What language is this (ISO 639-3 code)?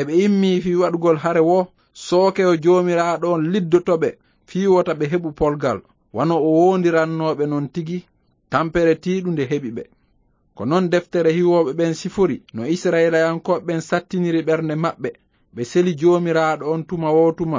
ful